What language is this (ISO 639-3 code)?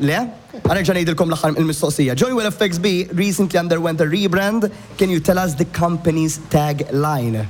mlt